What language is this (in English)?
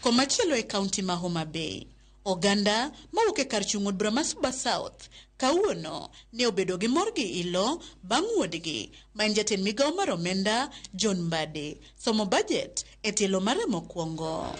Luo (Kenya and Tanzania)